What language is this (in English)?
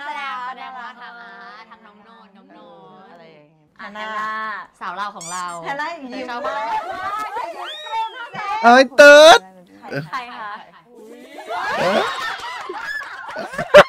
Thai